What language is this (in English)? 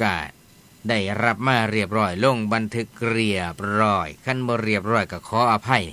Northeastern Thai